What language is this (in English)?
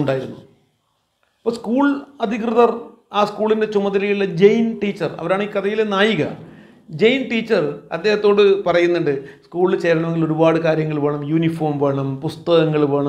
Malayalam